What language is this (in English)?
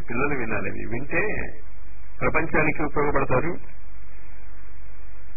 Telugu